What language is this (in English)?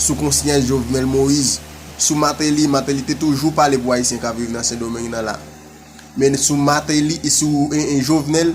Haitian Creole